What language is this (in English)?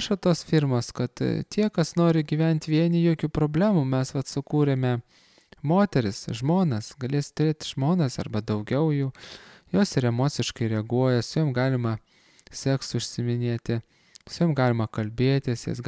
Lithuanian